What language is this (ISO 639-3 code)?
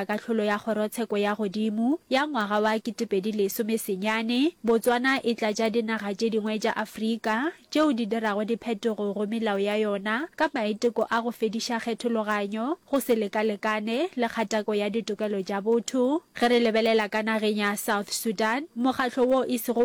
nso